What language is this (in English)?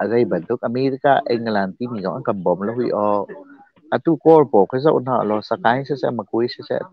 Hakha Chin